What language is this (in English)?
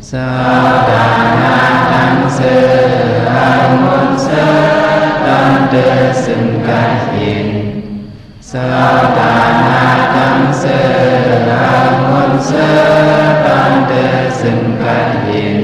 Shan